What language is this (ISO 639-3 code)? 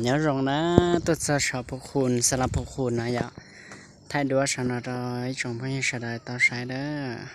hmn